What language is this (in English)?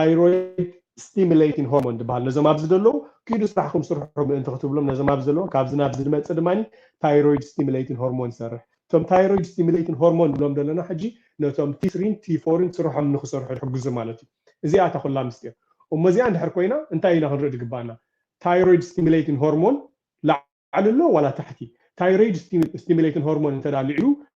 Tigrinya